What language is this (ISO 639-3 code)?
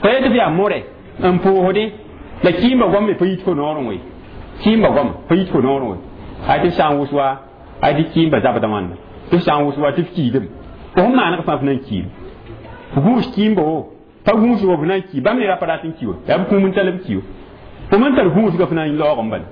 mos